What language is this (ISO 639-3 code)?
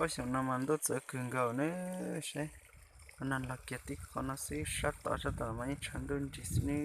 hmn